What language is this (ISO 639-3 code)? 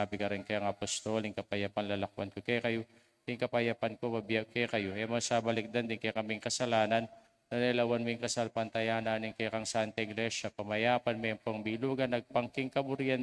pam